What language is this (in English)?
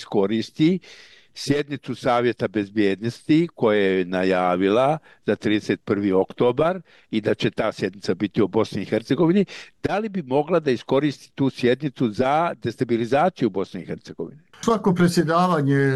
Bosnian